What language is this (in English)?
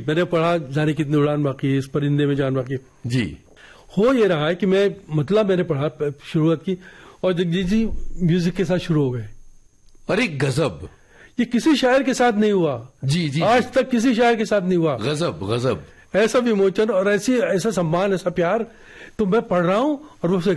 Hindi